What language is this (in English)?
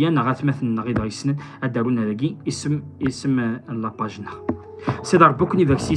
Kabyle